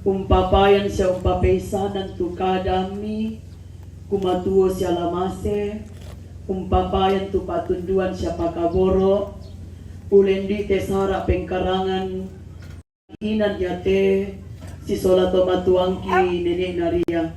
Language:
Toraja-Sa'dan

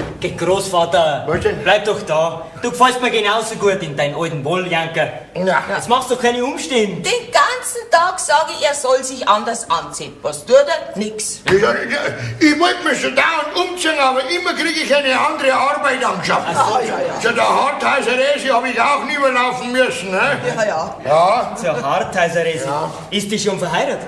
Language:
Bavarian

